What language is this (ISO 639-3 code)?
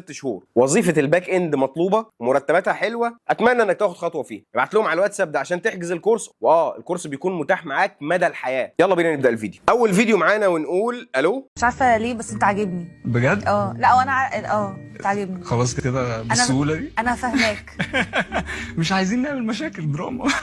arz